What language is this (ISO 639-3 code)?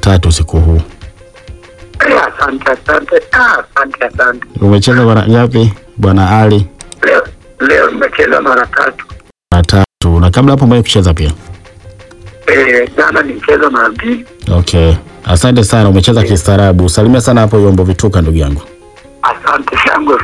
swa